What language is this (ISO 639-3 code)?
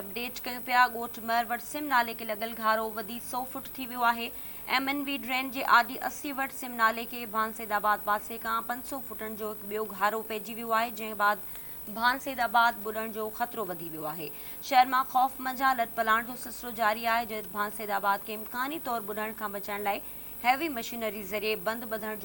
snd